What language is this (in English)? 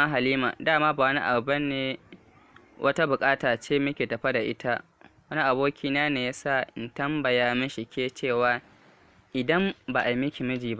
Hausa